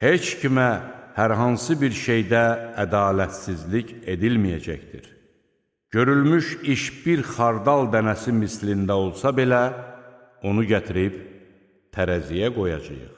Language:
Azerbaijani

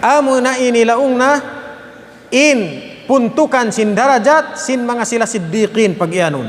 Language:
Tausug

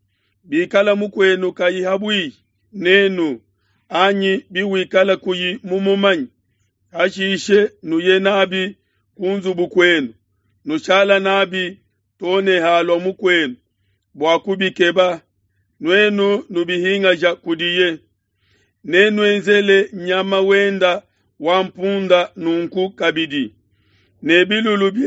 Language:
Luba-Lulua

